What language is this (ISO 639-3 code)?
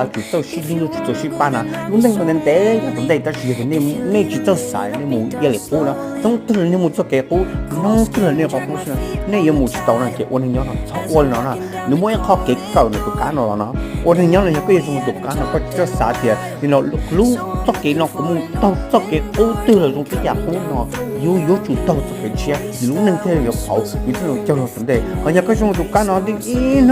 hmn